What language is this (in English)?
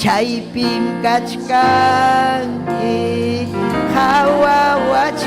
Ayacucho Quechua